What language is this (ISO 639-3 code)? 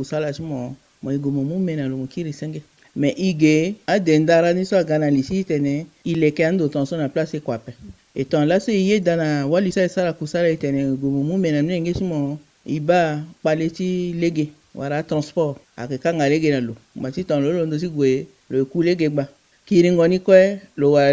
sag